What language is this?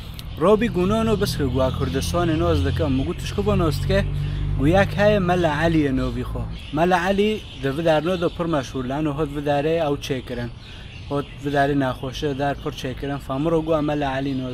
Kurdish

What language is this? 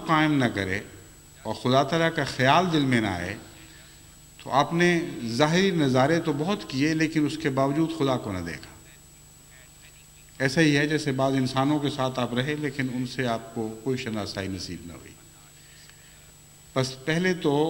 Urdu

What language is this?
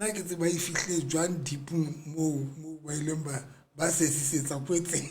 Southern Sotho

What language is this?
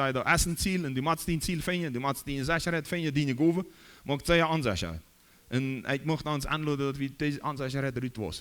Plautdietsch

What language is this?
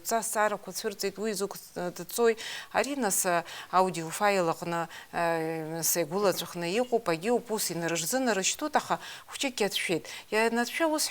Abkhazian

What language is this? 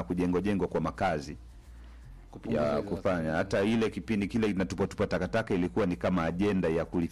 Swahili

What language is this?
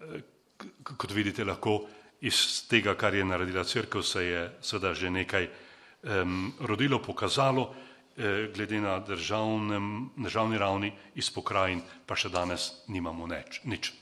Slovenian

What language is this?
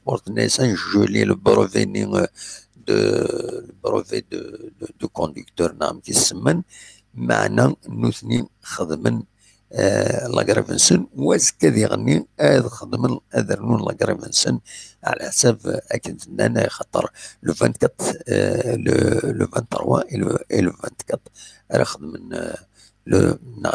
Kabyle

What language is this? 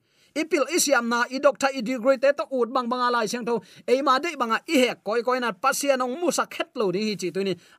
Tedim Chin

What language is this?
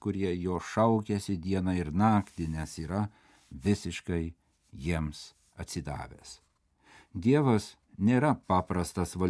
Lithuanian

